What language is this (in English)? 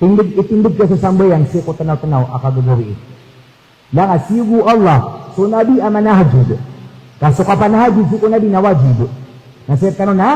Maranao